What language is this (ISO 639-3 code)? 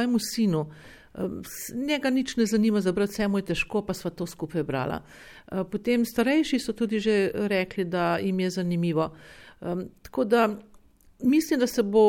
slv